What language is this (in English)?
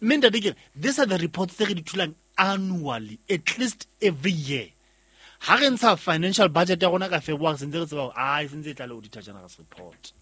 Southern Sotho